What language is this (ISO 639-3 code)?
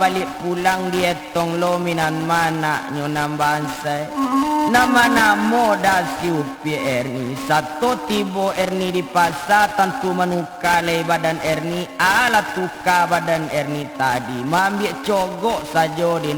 min